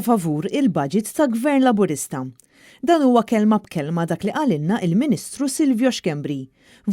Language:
Maltese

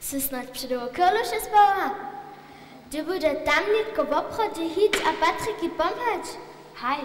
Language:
Upper Sorbian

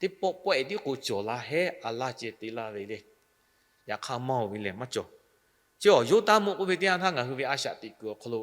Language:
Lahu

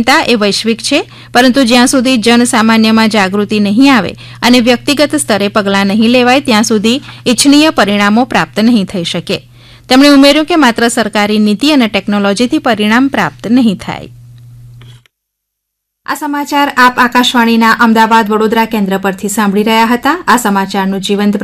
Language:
Gujarati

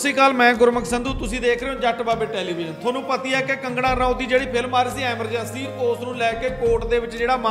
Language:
Punjabi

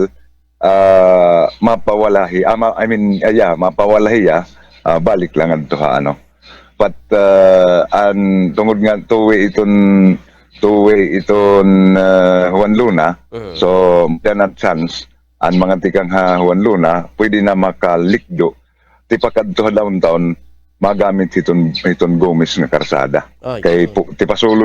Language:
Waray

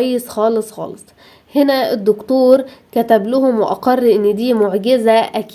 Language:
Egyptian Arabic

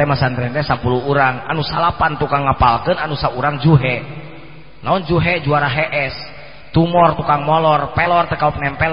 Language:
Sundanese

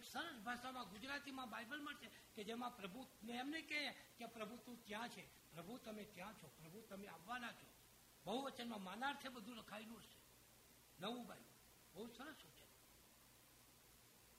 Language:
Gujarati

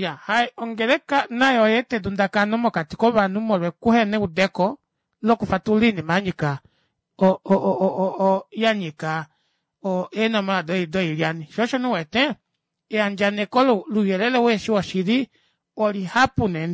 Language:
Kuanyama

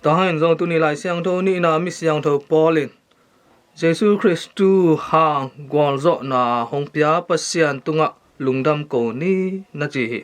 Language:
Tedim Chin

